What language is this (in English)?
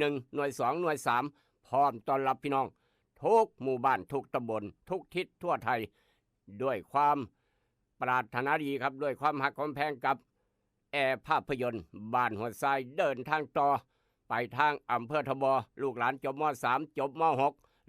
Northeastern Thai